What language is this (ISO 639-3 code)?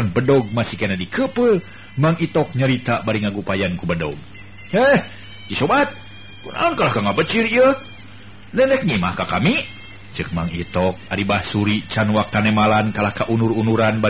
sun